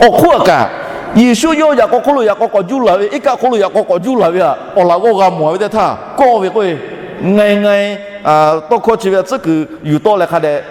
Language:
Lahu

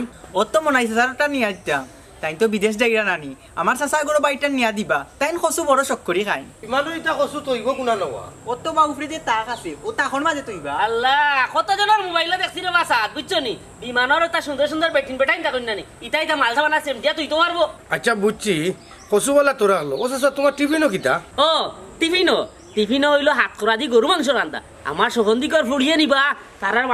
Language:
Sylheti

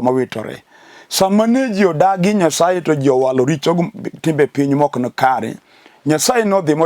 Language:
Luo (Kenya and Tanzania)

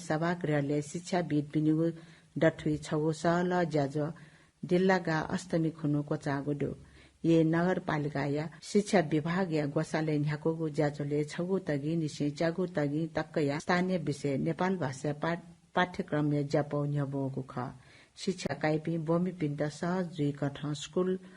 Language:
Newari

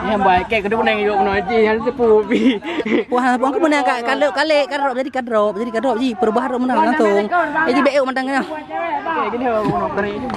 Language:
Achinese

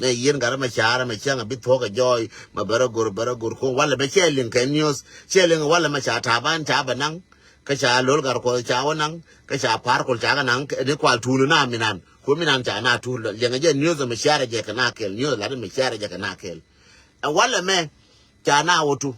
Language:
Nuer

